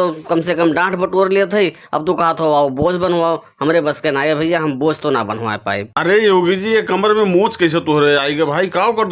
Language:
Bhojpuri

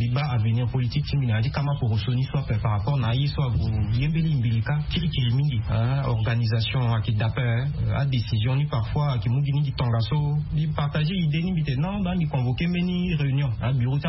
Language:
Sango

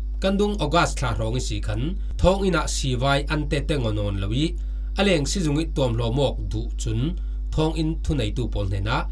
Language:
Falam Chin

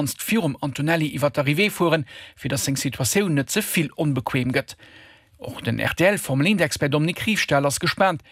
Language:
Luxembourgish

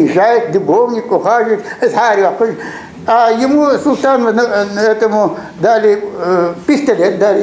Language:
Ingush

